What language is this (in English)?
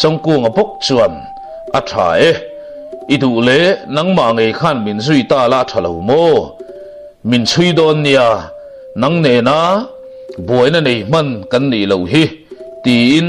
Mizo